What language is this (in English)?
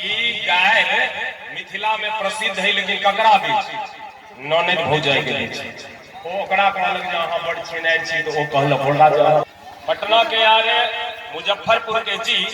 Maithili